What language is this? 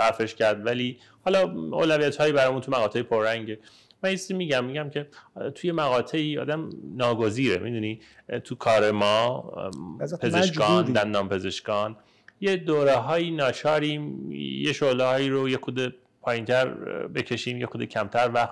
Persian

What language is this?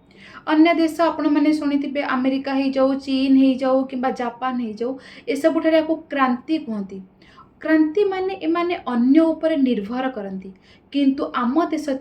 Odia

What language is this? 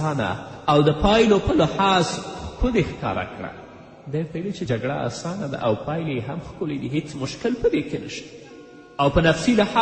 Pashto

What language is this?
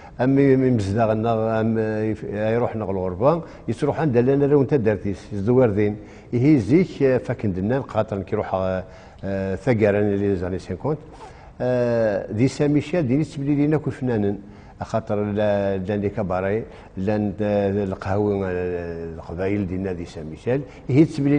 Kabyle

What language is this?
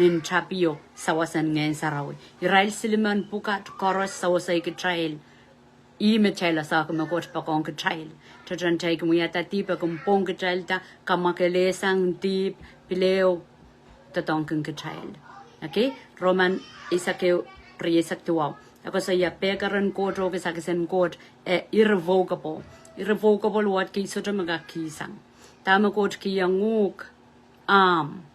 Pohnpeian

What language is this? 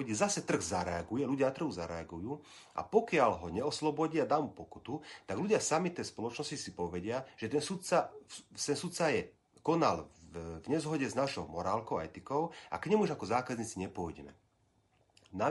Slovak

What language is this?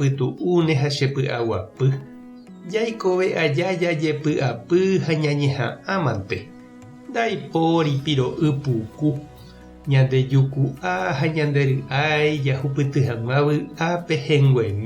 Guarani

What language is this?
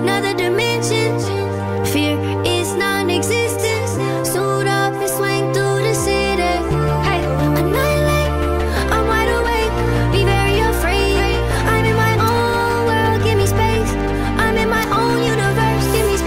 English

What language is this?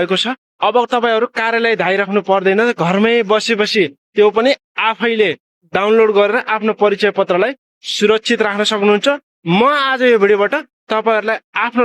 Nepali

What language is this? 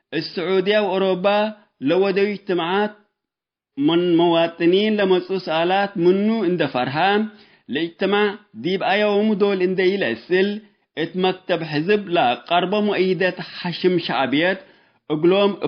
Tigre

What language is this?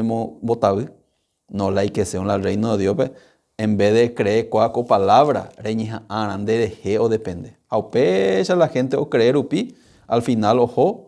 Guarani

